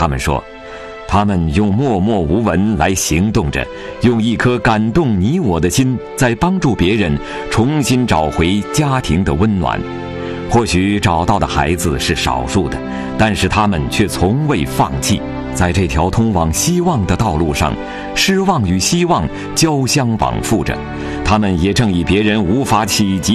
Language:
Chinese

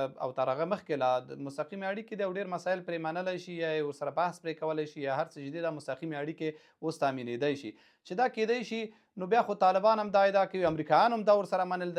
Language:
Pashto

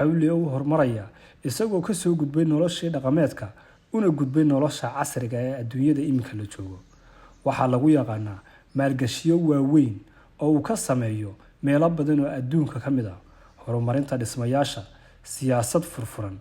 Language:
Somali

